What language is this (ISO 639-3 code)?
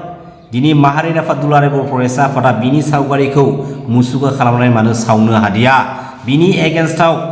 brx